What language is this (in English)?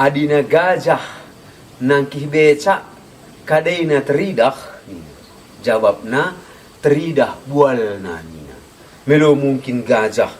Batak Karo